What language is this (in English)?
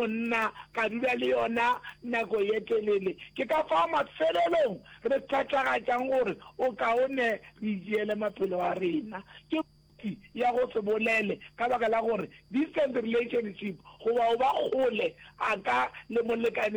Northern Sotho